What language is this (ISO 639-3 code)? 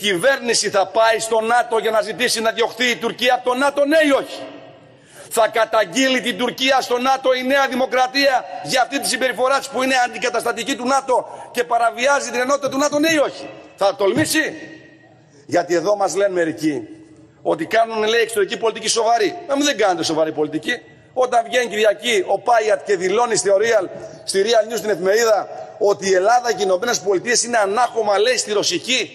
ell